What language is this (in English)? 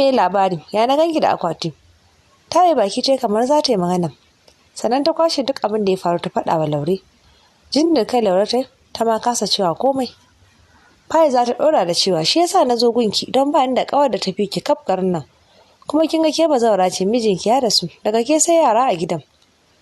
Hausa